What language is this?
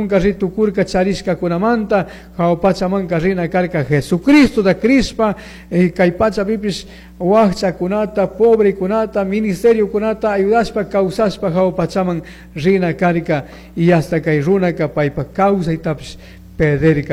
Chimborazo Highland Quichua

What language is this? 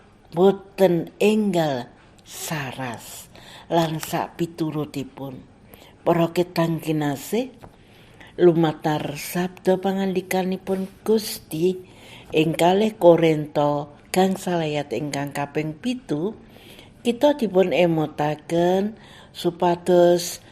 Javanese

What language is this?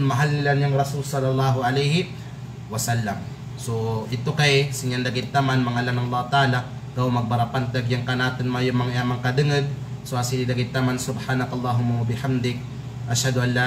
Kalagan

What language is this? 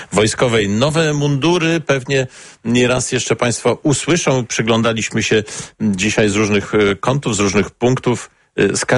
Polish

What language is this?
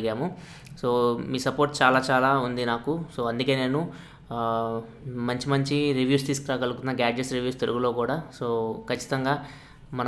Telugu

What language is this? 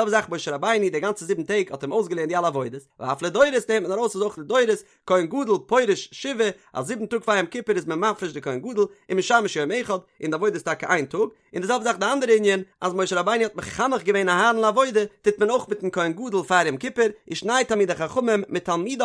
Yiddish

